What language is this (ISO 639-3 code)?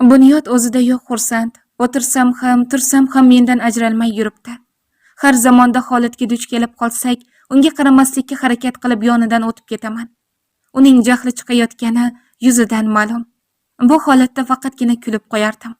uzb